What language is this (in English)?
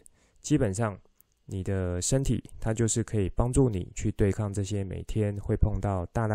Chinese